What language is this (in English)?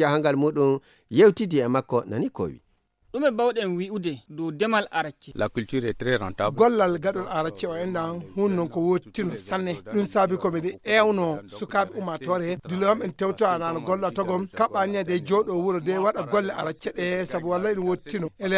Fula